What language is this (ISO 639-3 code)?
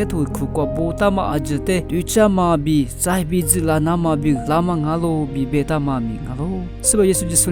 lis